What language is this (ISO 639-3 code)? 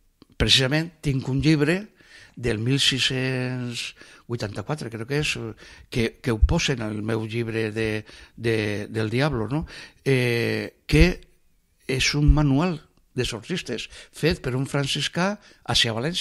cat